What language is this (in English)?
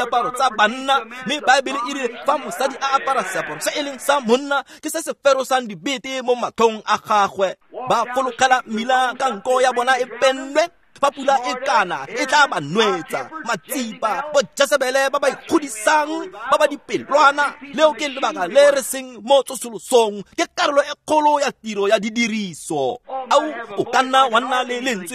Tswana